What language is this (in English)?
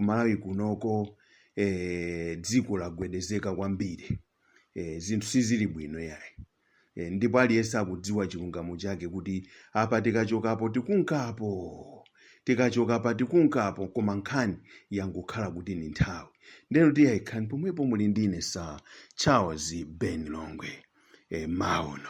Nyanja